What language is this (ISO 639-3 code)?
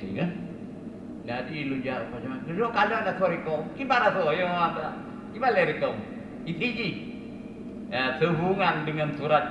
ace